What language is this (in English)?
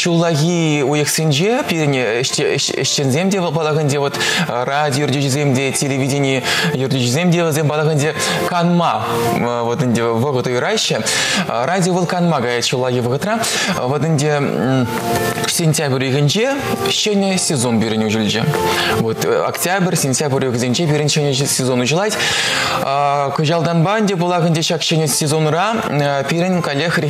Chuvash